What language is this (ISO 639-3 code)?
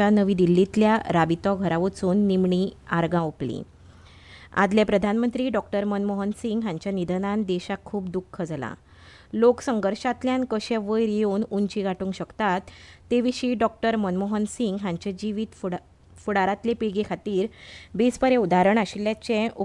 kok